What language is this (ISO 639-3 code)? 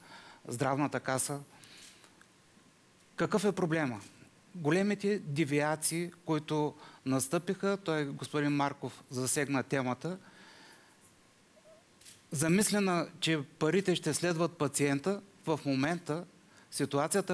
bul